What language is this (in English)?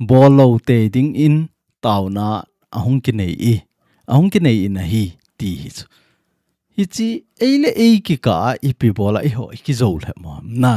Thado Chin